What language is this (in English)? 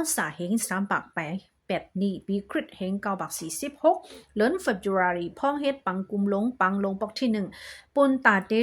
Shan